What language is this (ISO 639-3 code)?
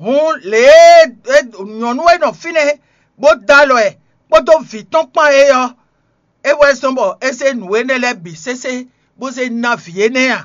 fon